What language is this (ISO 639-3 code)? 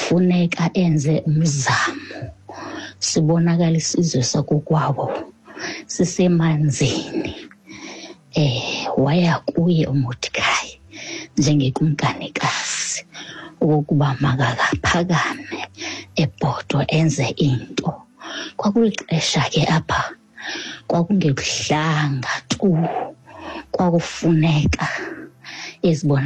xho